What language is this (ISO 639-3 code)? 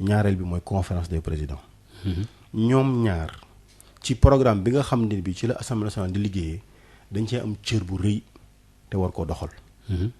wol